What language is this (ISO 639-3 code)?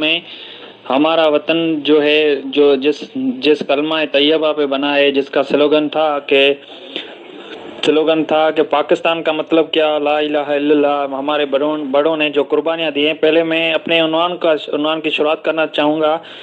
urd